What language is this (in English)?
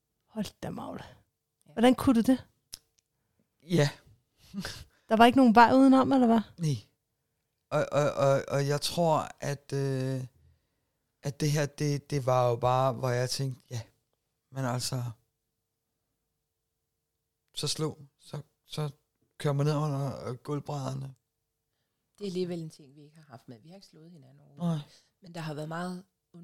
Danish